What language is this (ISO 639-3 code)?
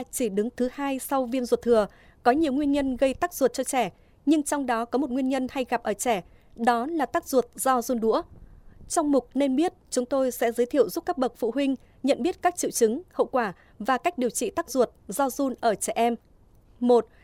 vie